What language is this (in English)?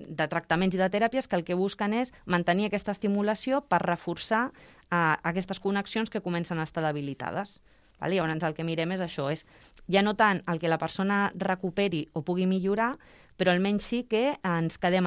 Catalan